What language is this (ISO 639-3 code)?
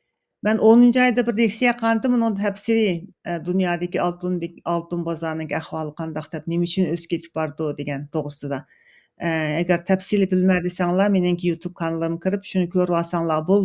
uig